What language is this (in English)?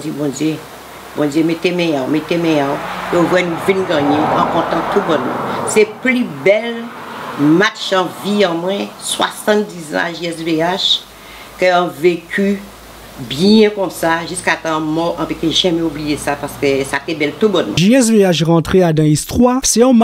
Guadeloupean Creole French